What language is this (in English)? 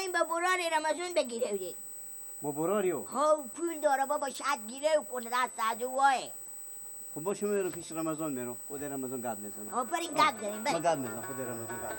Persian